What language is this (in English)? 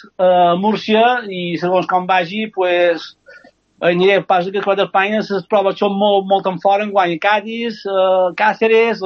Catalan